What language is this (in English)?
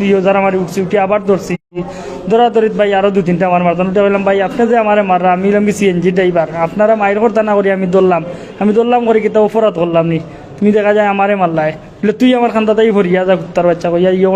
Sylheti